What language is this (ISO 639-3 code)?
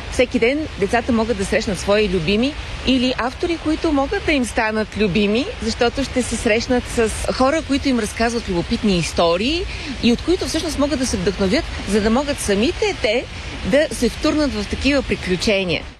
bul